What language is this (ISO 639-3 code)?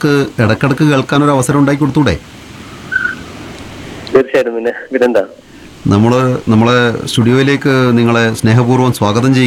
mal